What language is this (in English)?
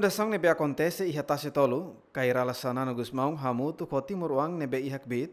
Tetum